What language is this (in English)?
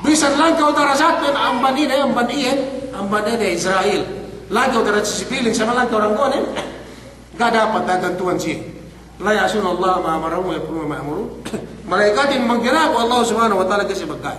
Yakan